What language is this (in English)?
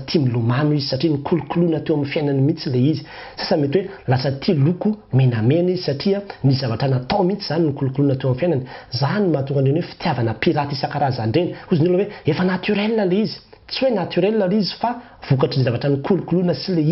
Malagasy